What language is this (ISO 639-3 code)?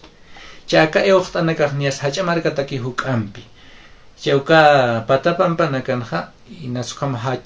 aym